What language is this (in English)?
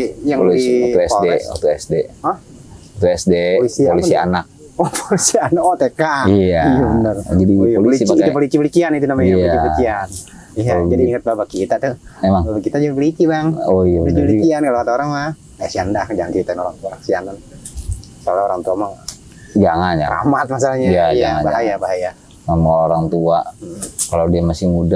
Betawi